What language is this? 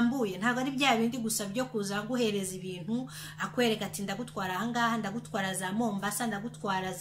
Kinyarwanda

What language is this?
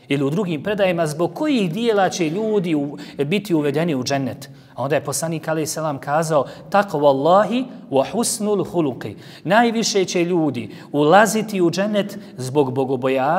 Bosnian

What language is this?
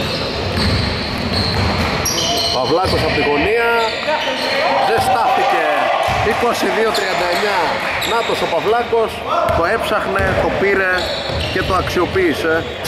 Greek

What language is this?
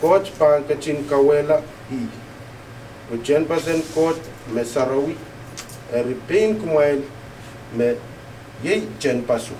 Pohnpeian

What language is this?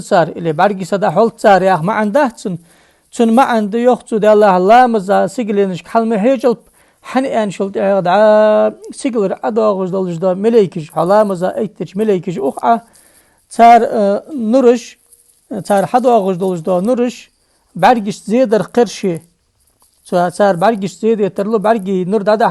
Ingush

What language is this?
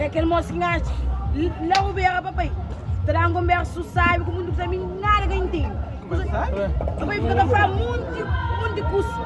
Kabuverdianu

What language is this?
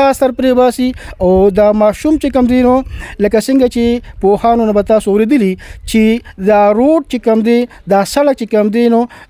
Pashto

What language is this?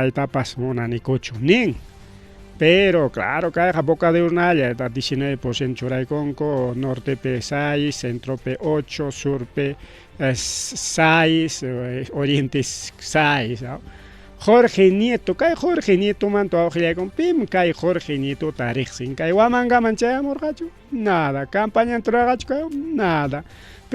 Ayacucho Quechua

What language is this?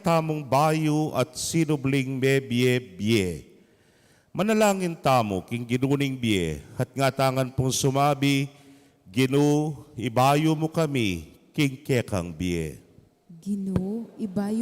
Pampanga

